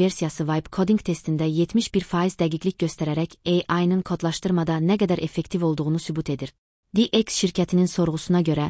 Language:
Azerbaijani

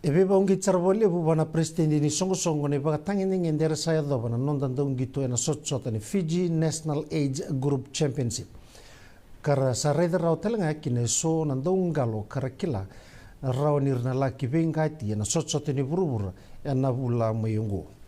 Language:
Fijian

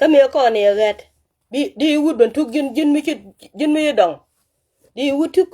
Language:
Nuer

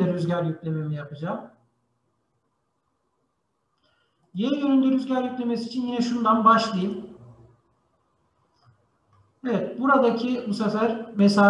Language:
Turkish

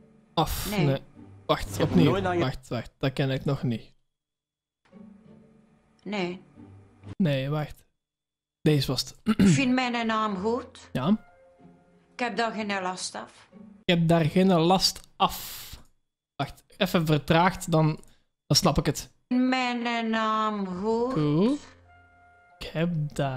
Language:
Dutch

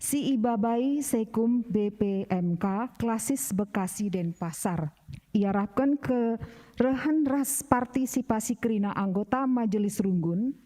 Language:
Batak Karo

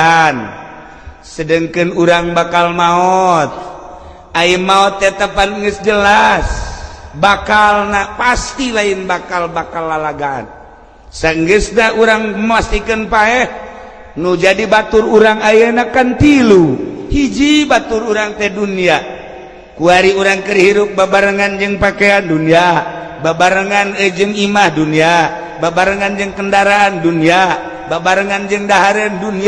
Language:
Sundanese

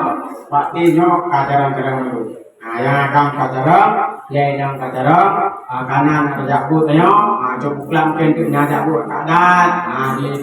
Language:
Achinese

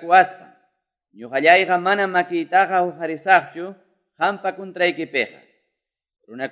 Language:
Quechua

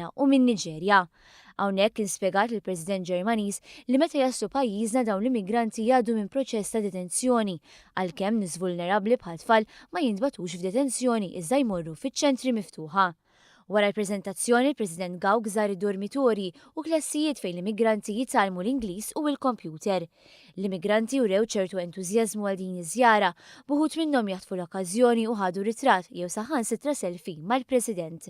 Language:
Maltese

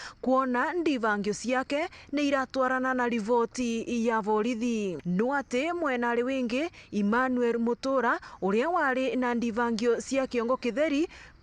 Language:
Meru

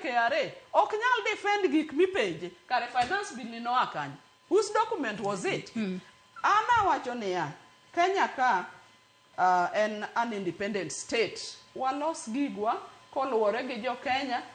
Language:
Luo (Kenya and Tanzania)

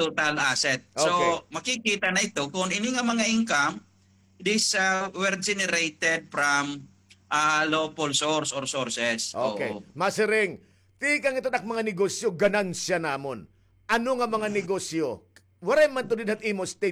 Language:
Waray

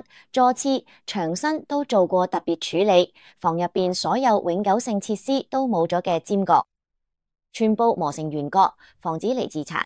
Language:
Cantonese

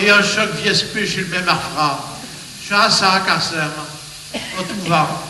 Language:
Picard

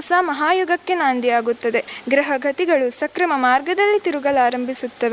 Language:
Kannada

